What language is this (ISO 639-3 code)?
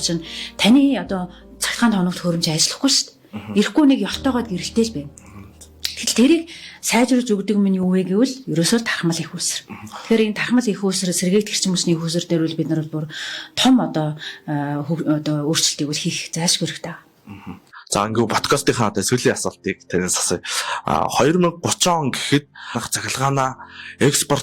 mon